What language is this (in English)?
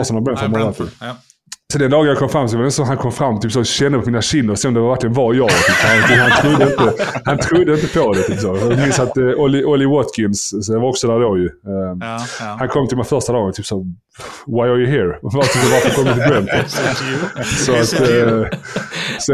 Swedish